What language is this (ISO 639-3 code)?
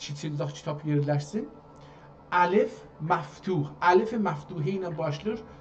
azb